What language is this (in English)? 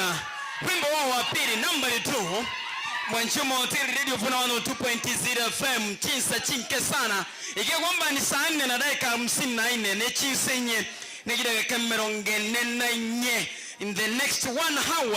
Gusii